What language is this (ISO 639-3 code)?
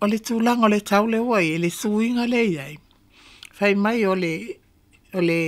smo